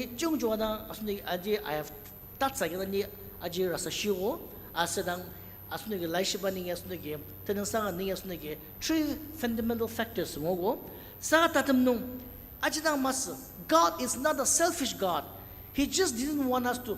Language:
Ao Naga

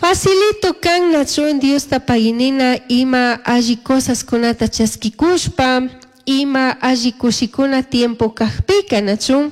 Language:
Chimborazo Highland Quichua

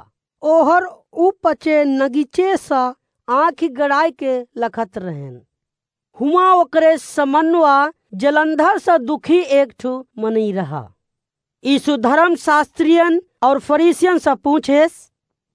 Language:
Awadhi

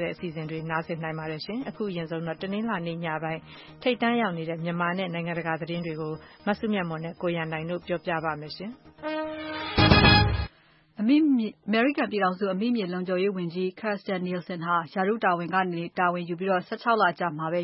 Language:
Burmese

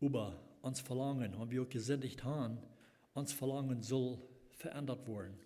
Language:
Plautdietsch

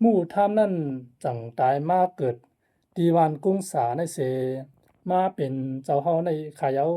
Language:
Shan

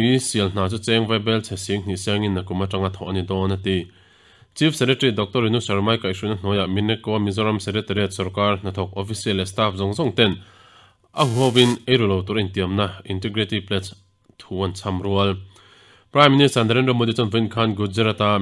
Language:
Mizo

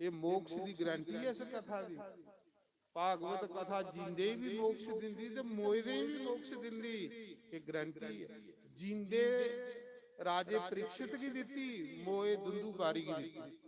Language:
Dogri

